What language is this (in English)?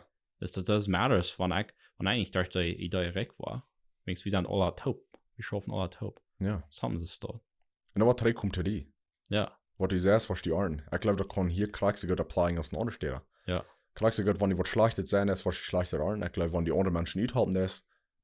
Plautdietsch